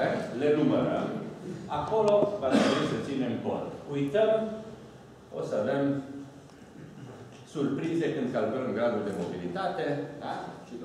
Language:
Romanian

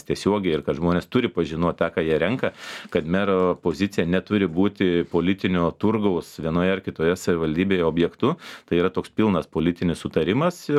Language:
Lithuanian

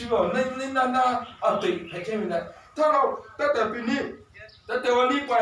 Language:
Lahu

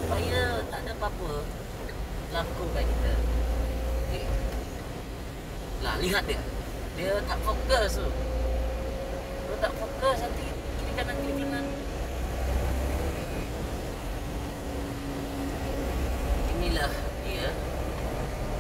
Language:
Malay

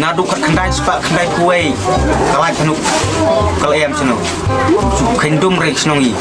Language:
Khasi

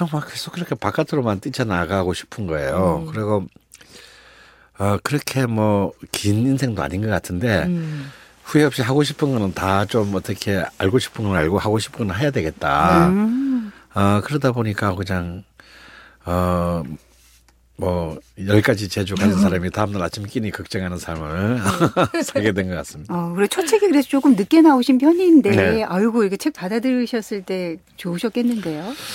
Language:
Korean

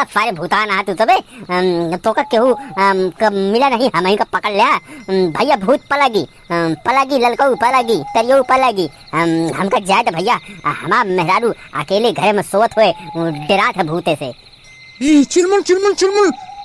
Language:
Awadhi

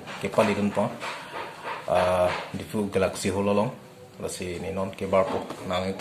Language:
Karbi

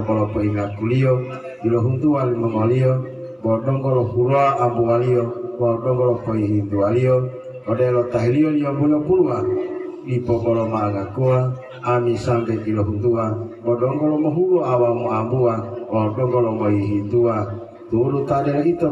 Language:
Gorontalo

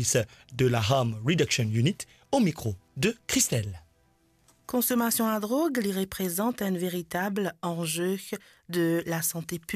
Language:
Morisyen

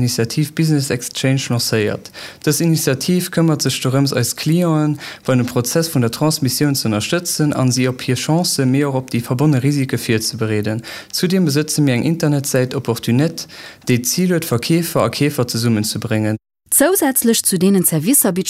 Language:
Luxembourgish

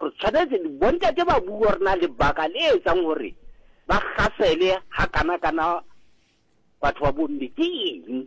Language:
Southern Sotho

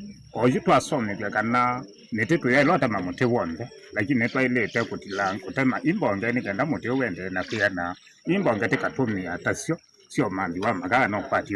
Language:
Kamba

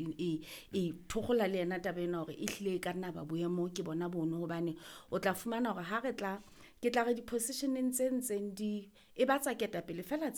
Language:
Southern Sotho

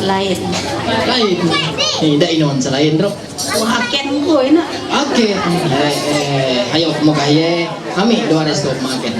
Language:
Ma'anyan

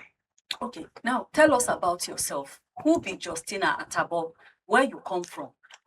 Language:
Nigerian Pidgin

